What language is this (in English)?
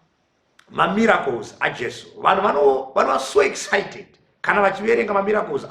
Shona